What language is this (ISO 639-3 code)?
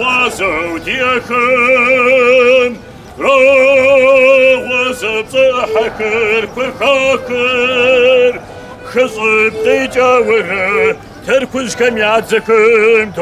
kbd